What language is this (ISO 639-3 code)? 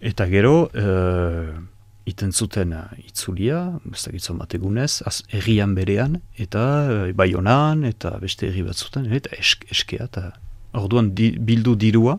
eus